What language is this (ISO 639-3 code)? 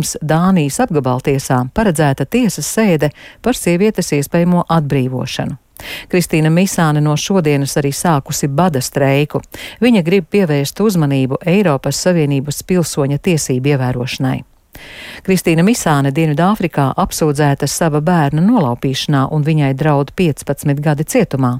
lav